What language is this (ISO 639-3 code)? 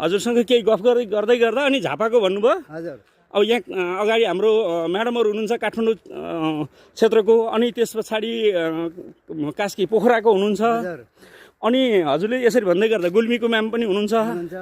nep